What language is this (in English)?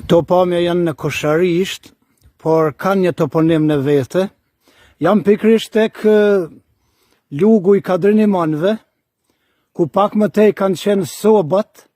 Albanian